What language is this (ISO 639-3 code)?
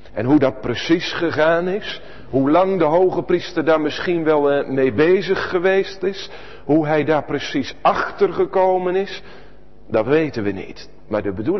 nld